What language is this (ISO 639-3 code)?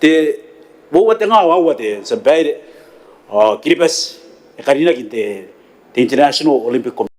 gil